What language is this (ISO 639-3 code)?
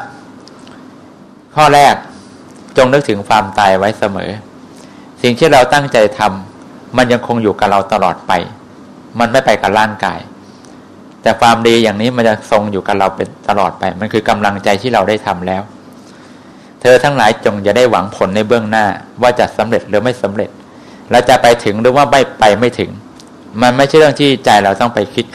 tha